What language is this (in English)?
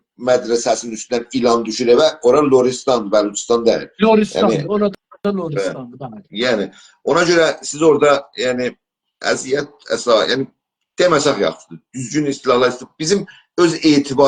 South Azerbaijani